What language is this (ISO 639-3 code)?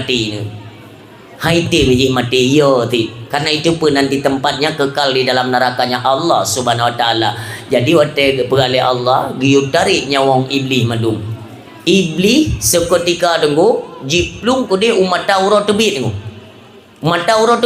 ace